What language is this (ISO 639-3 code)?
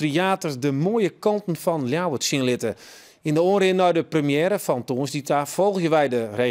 fry